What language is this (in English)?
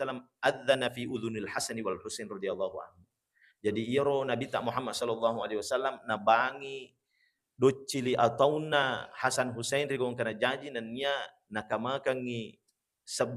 Buginese